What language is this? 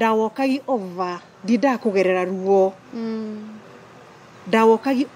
Kikuyu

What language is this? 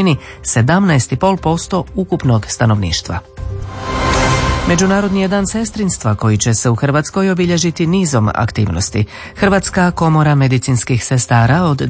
Croatian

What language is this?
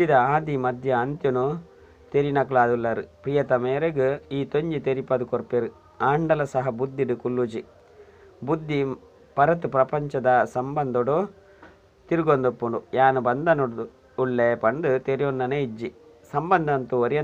Tulu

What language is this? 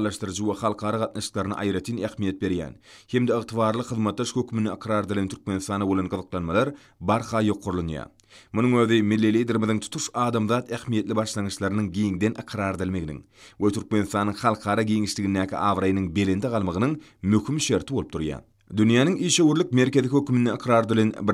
Turkmen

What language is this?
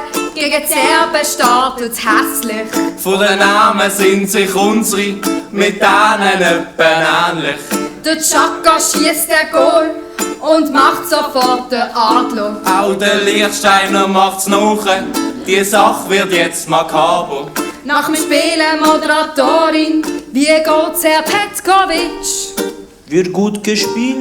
Swiss German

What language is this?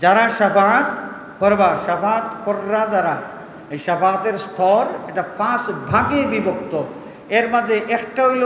Sylheti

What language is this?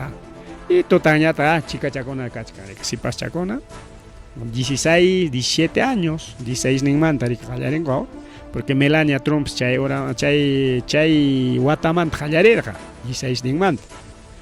Ayacucho Quechua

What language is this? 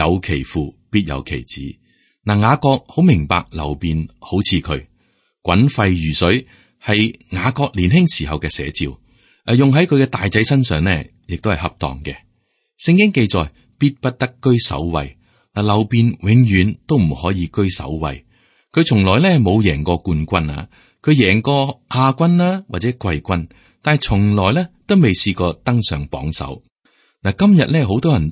Cantonese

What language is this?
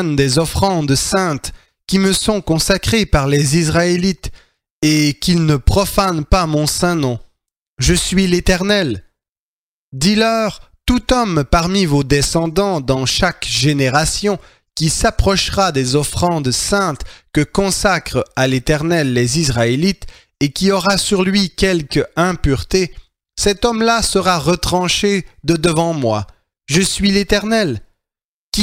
French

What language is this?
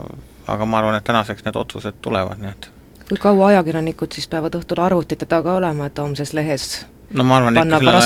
Estonian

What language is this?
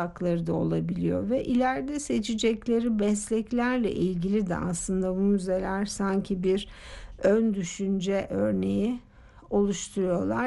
Turkish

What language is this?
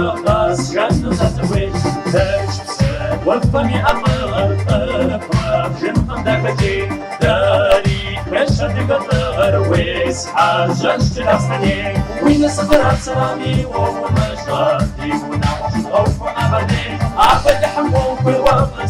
Kabardian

